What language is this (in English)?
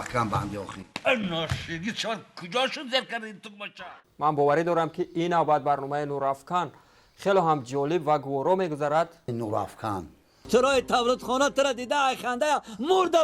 Tajik